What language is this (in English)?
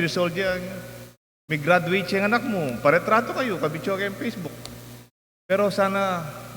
Pampanga